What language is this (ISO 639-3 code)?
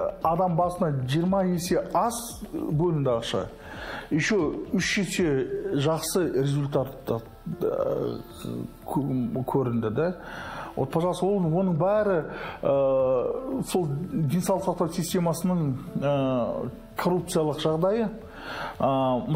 kaz